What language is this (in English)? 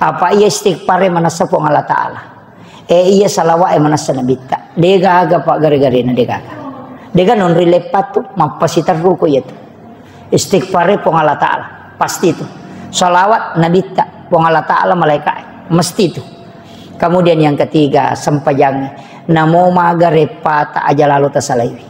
Buginese